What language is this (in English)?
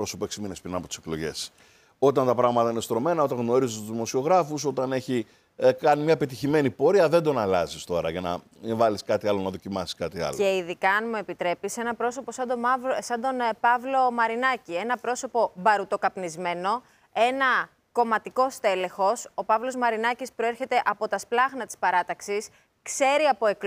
Greek